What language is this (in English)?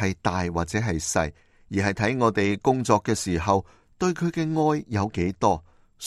Cantonese